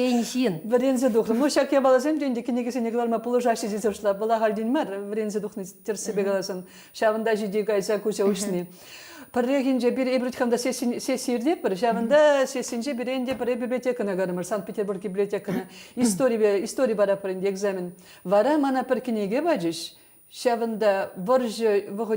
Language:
Chuvash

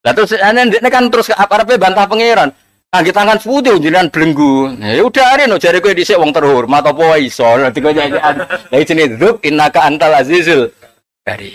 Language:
Javanese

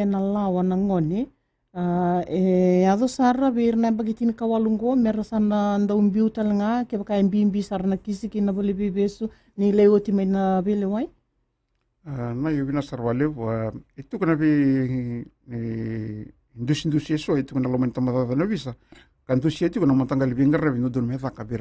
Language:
Fijian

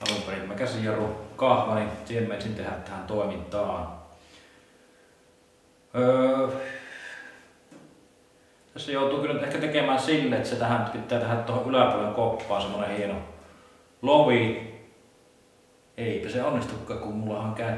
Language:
Finnish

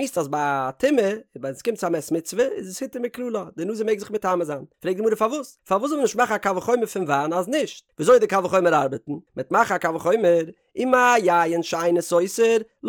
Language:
Yiddish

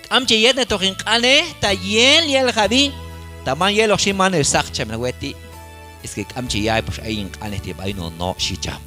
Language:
Q'anjob'al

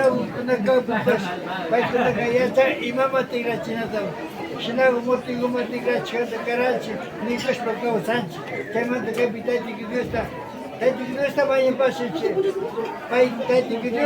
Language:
Imbabura Highland Quichua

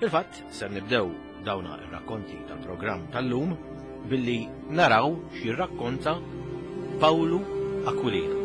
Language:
Maltese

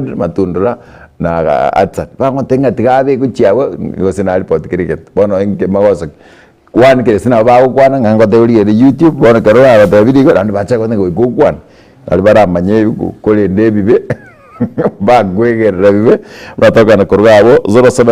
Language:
Gusii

